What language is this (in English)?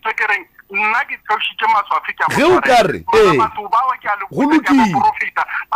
Northern Sotho